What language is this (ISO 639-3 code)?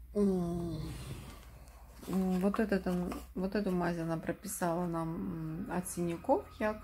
rus